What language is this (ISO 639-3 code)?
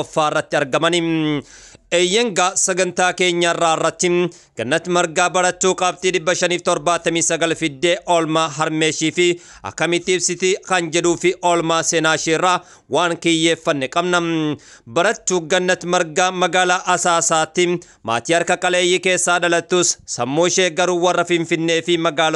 orm